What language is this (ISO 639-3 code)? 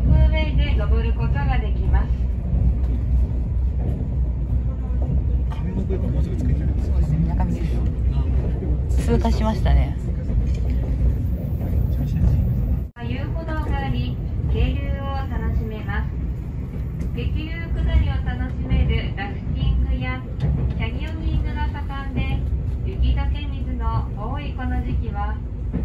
jpn